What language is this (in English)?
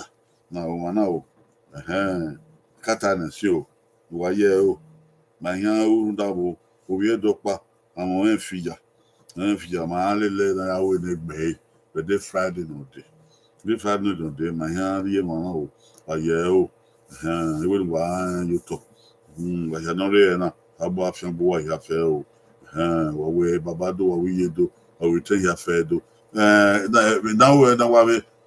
Bini